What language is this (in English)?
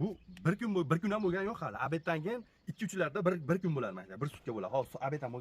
Uzbek